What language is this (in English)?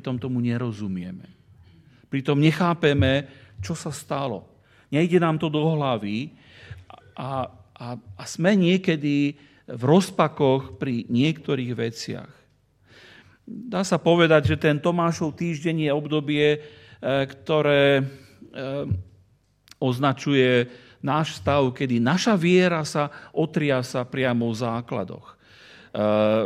Slovak